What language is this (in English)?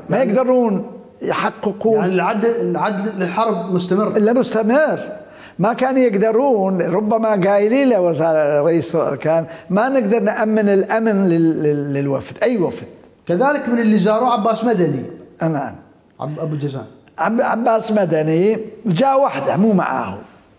Mesopotamian Arabic